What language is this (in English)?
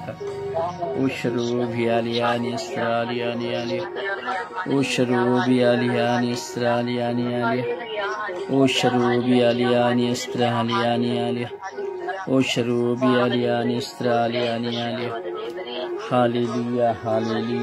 Kannada